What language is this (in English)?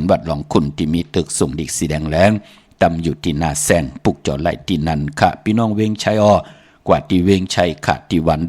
Shan